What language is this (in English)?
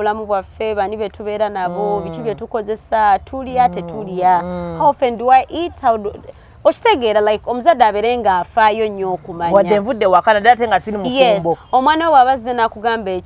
Ganda